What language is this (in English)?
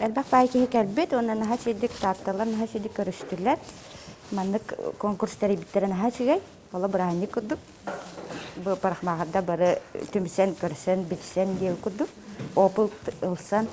Yakut